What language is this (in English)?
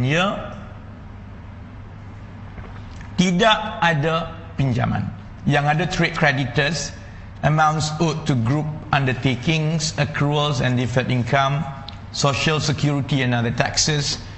Malay